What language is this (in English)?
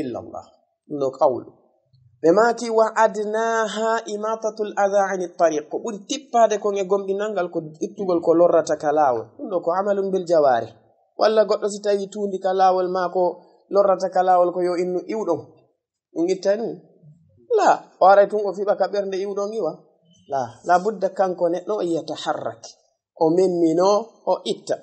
Fula